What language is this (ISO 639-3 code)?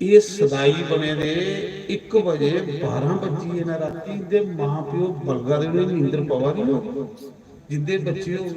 doi